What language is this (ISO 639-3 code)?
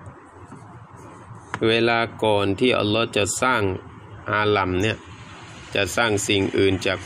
tha